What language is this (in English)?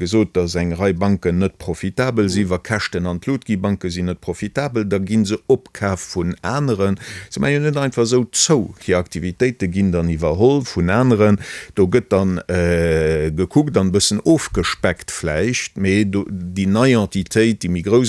Luxembourgish